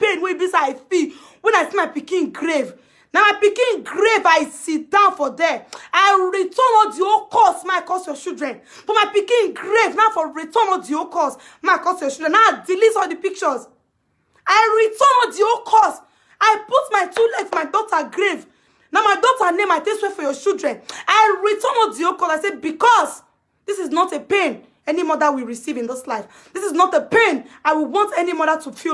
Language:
Nigerian Pidgin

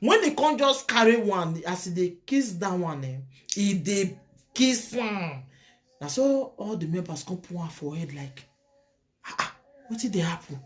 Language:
Nigerian Pidgin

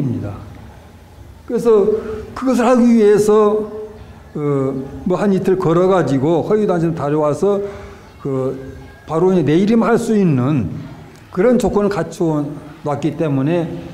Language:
Korean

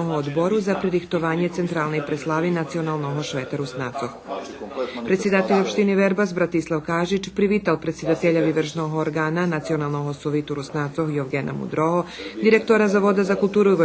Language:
Rusyn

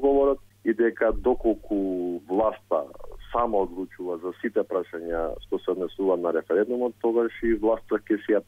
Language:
Macedonian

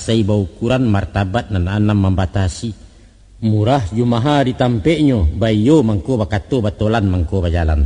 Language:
Minangkabau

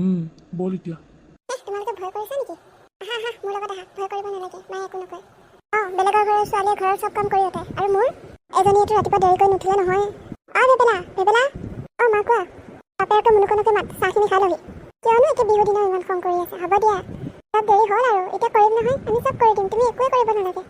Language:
Assamese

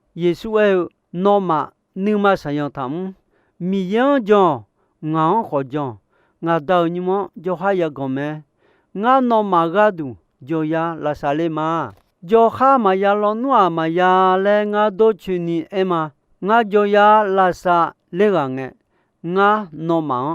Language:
Akha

